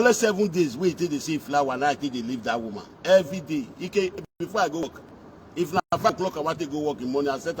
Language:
Nigerian Pidgin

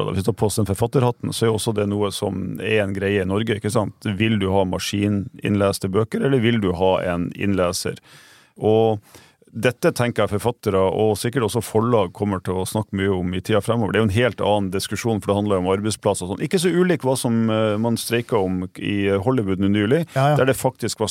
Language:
Norwegian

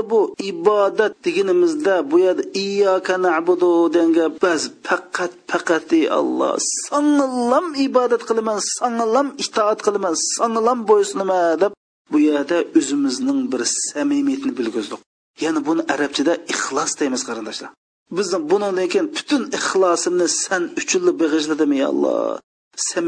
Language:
Uyghur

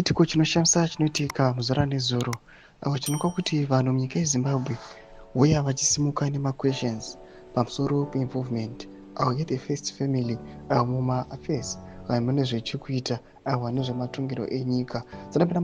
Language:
Shona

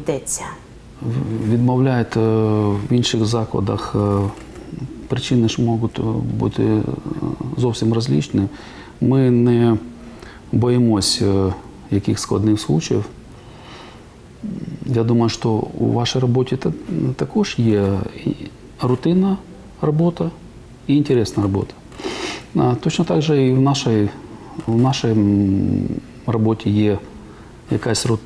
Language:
Ukrainian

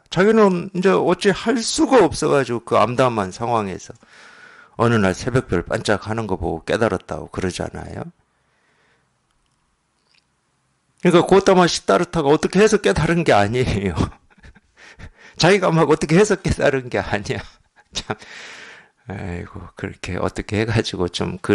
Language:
Korean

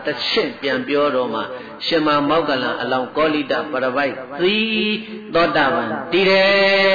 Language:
Burmese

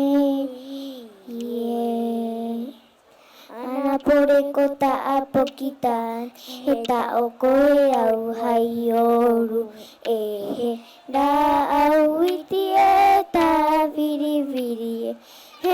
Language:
Rapanui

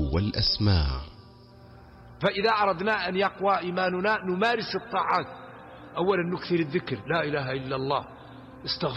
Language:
Arabic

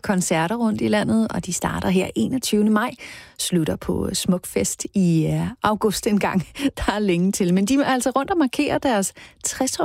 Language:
Danish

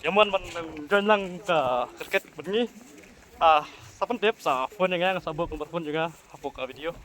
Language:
Khasi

